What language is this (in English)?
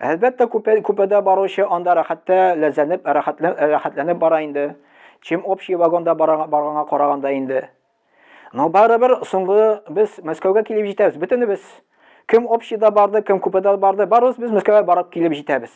Tatar